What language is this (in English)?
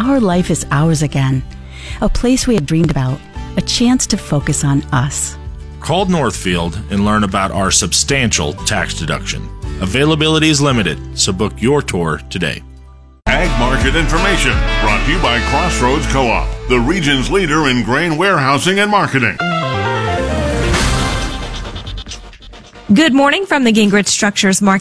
English